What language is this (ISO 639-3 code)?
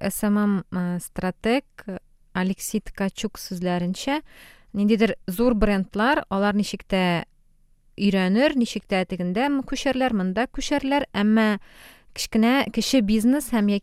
tat